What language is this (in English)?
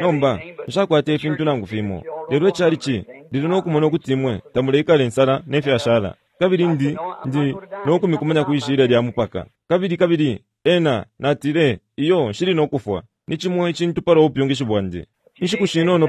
Bemba